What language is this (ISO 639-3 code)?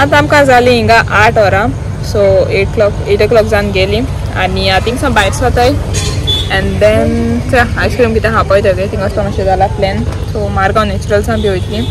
kok